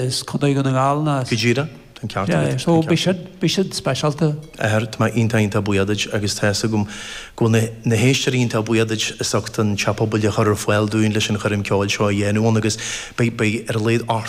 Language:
Irish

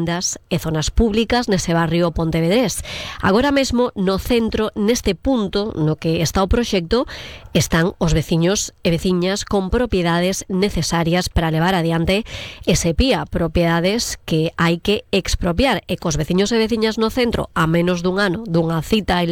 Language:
Galician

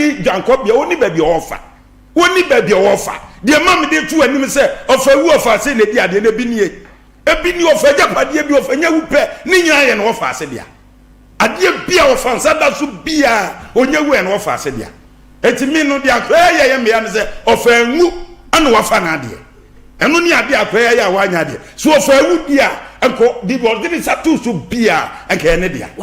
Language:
Akan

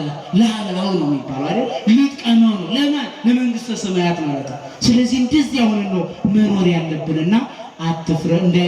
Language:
Amharic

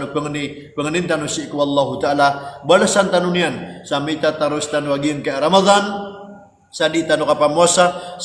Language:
Maranao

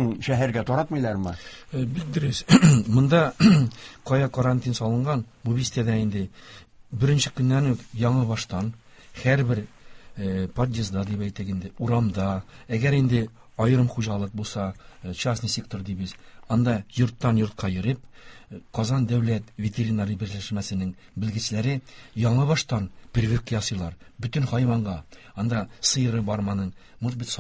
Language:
Tatar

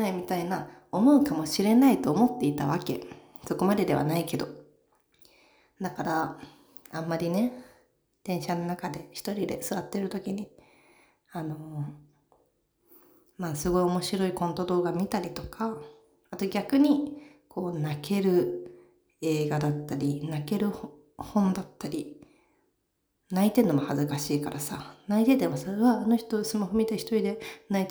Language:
Japanese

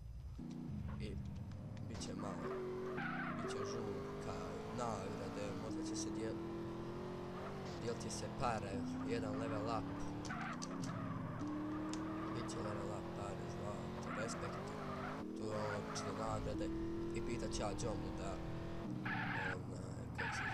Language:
Bosnian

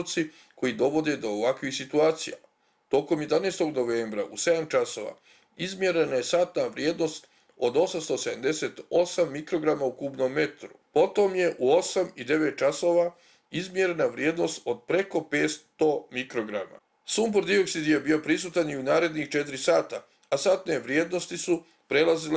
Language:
Bosnian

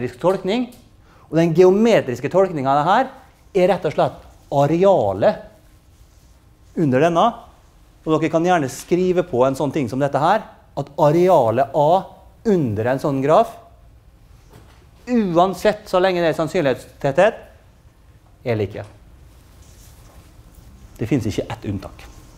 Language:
Norwegian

